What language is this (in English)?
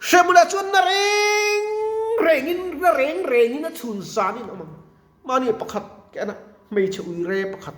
Mizo